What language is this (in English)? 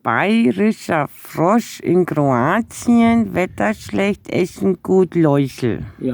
Bavarian